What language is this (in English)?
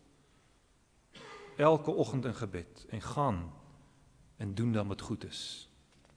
Afrikaans